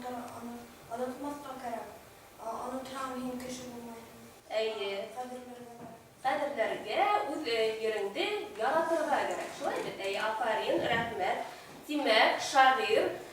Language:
Bashkir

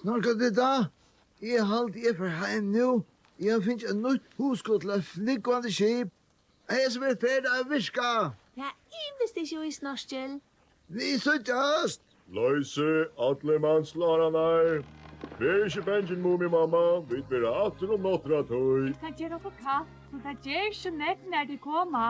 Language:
Faroese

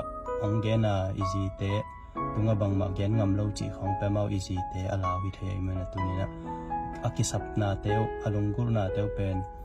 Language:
Tedim Chin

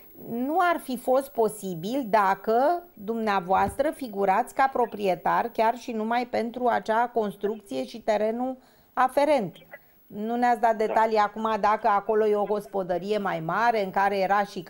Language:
Romanian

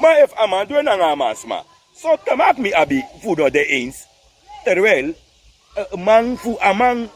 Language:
Sranan Tongo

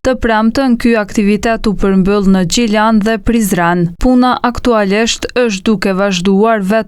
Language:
Albanian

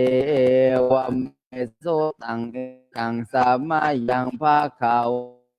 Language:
Pali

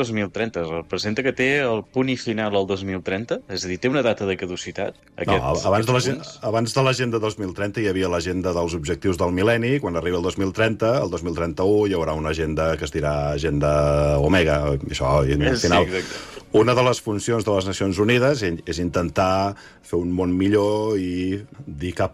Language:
Catalan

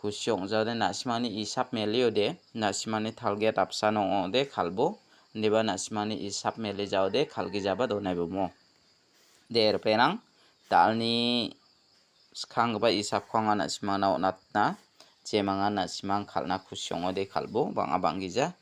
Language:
Garo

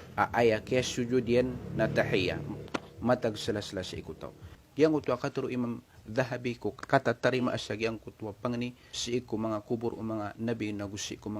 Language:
Maranao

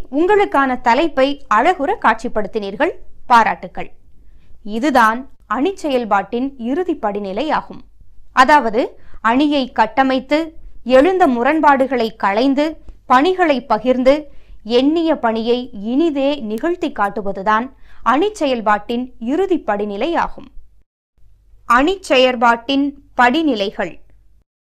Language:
Tamil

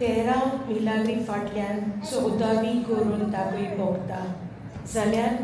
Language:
Konkani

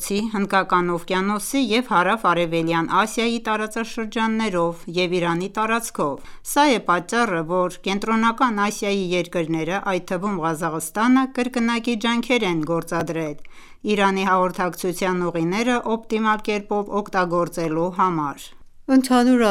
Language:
Armenian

